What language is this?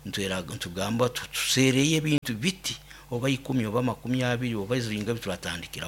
Nyoro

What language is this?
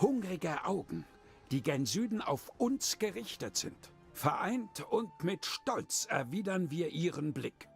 Bavarian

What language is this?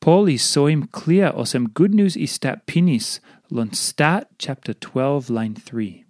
Tok Pisin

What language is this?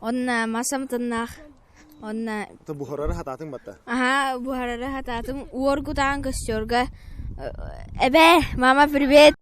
Yakut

